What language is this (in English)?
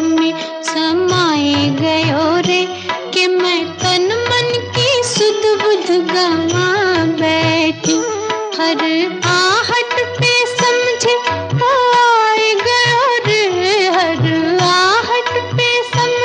Hindi